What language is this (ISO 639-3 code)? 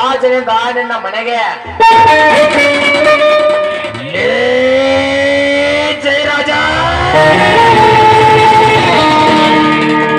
kan